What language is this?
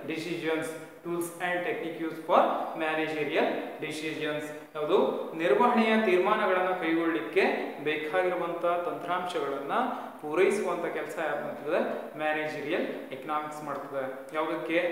Kannada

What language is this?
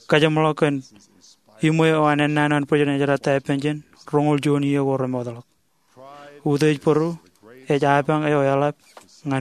Marshallese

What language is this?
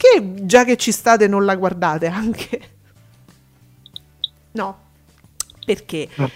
Italian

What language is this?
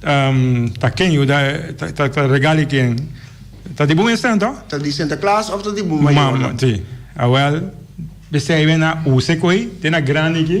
Papiamento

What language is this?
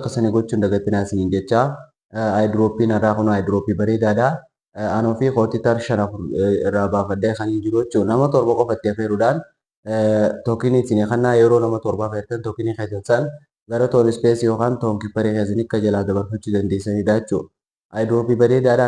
Oromo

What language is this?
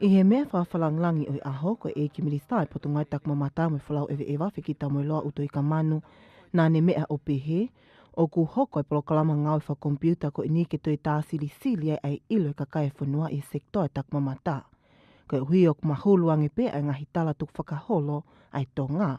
Tongan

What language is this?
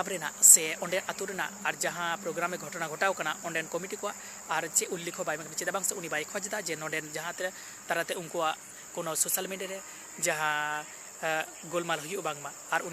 Santali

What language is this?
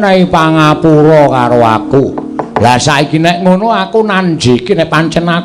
Javanese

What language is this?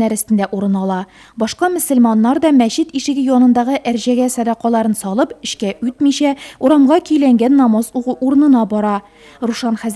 Tatar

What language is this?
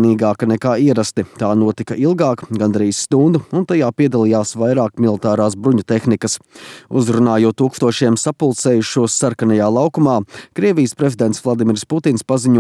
Latvian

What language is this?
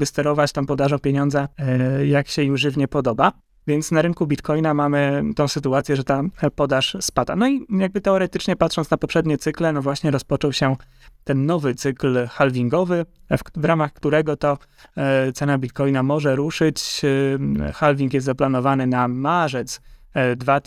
Polish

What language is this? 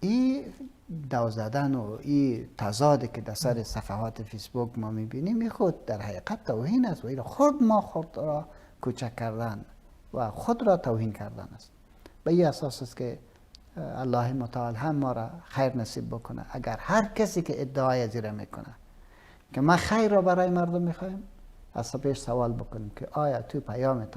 Persian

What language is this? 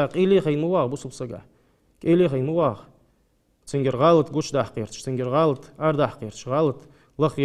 Ingush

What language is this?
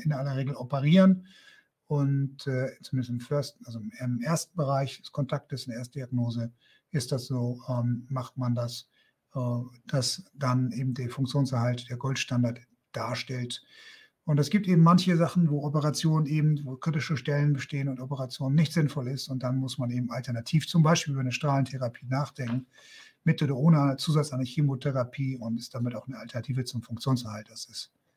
German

